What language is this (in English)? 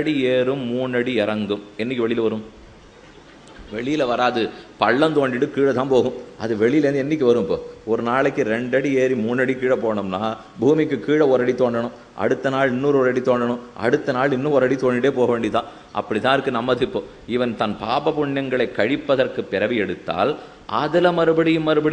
Tamil